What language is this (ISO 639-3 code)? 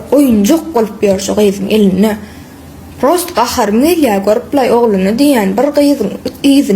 tuk